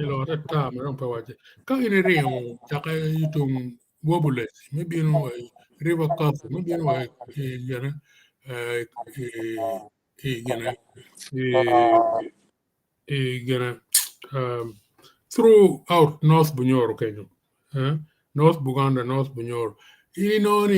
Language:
Acoli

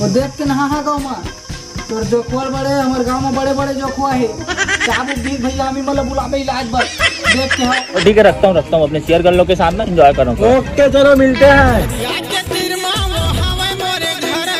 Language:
Chhattisgarhi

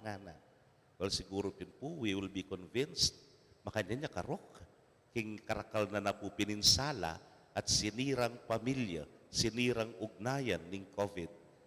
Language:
Pampanga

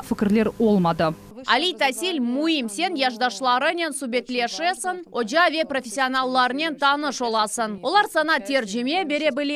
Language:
Crimean Tatar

